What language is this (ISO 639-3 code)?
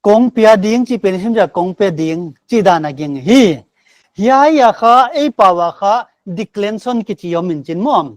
pck